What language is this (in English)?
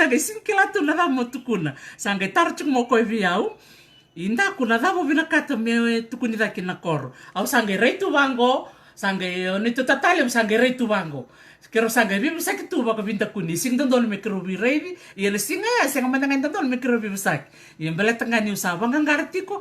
Fijian